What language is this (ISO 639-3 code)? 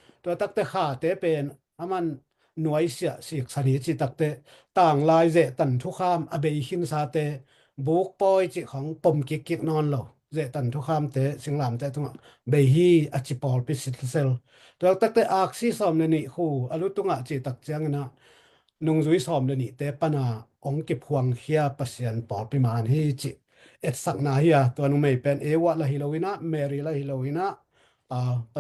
ctd